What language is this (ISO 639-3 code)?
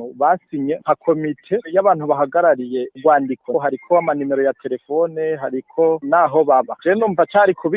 run